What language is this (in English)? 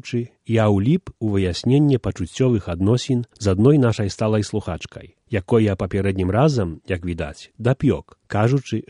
Belarusian